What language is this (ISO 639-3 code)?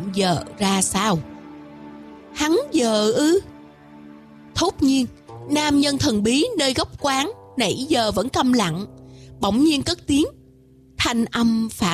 vie